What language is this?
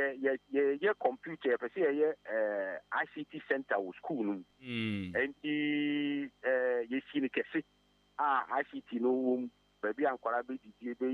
Akan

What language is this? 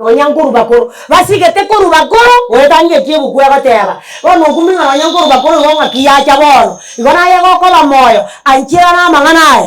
Gusii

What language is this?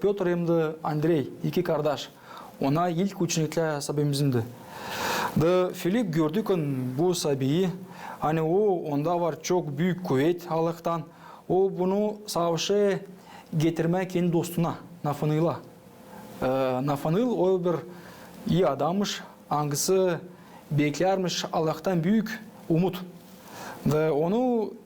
Gagauz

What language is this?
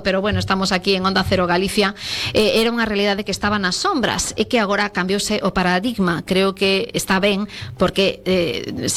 Galician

